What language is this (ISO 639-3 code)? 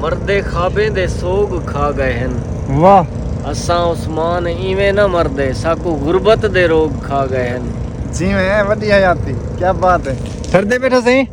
skr